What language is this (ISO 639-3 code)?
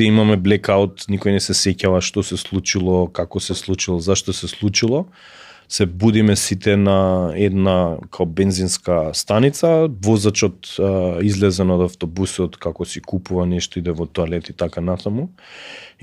mkd